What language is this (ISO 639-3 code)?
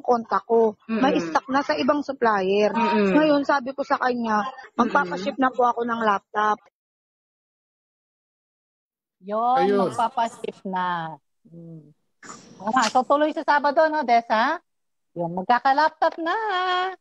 fil